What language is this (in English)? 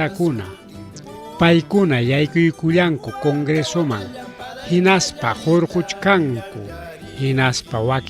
Ayacucho Quechua